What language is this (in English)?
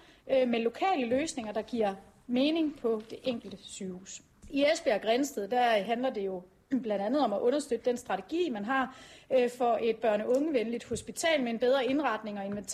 Danish